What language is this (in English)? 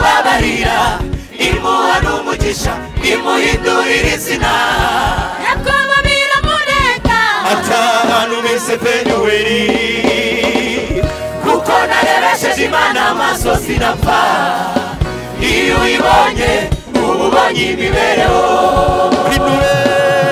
Kinyarwanda